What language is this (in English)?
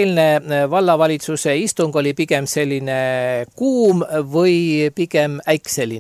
Estonian